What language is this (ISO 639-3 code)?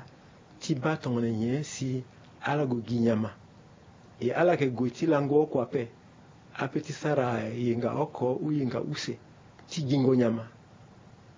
sag